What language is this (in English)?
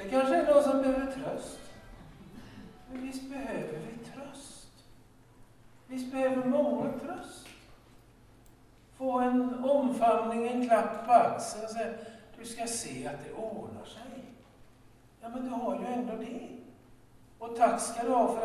Swedish